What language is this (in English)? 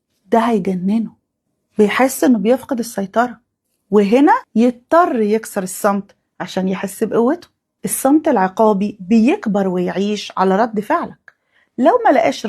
Egyptian Arabic